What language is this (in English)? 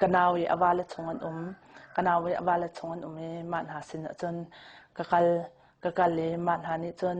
Hakha Chin